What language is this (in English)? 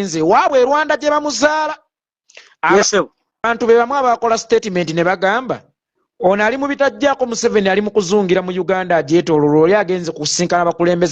Ganda